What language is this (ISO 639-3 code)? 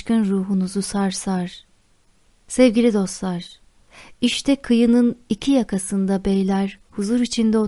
tur